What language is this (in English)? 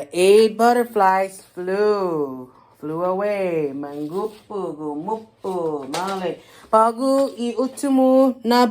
Chamorro